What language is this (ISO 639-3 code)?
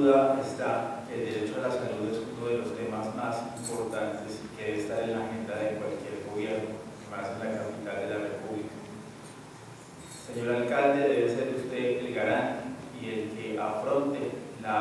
spa